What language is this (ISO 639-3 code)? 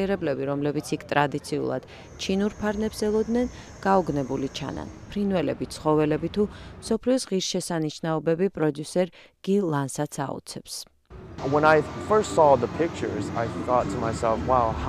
kat